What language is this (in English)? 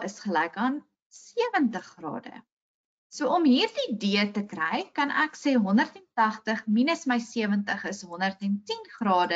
Afrikaans